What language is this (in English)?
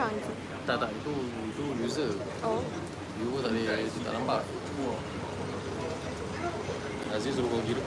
Malay